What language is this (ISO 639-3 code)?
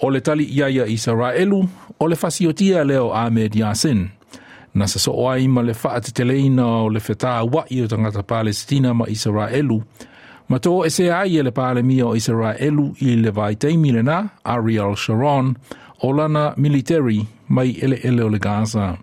smo